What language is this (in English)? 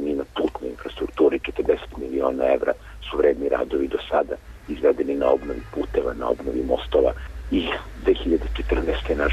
Serbian